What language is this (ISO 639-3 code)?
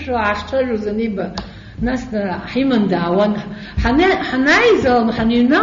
abk